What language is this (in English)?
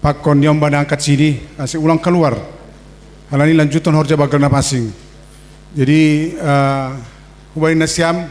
Batak Simalungun